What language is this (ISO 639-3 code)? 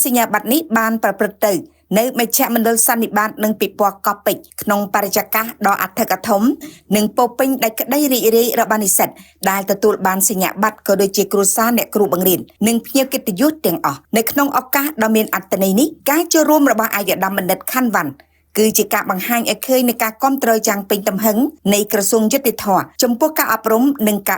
khm